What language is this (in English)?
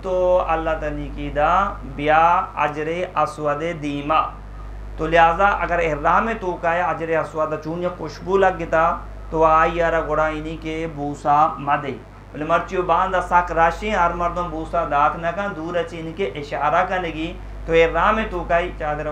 Eastern Balochi